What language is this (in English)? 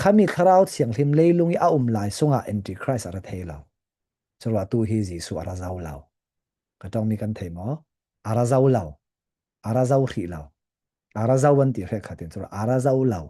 Falam Chin